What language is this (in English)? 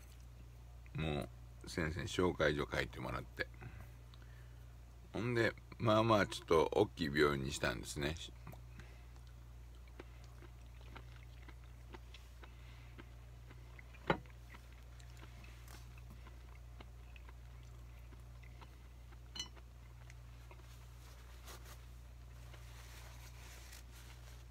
Japanese